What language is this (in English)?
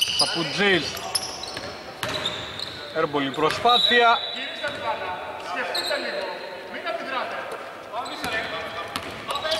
Greek